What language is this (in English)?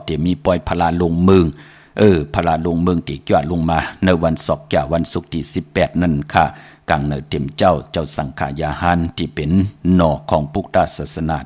Shan